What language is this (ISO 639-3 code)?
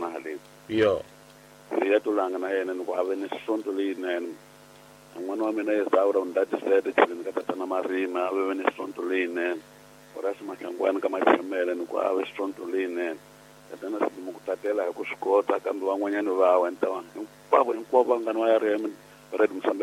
tso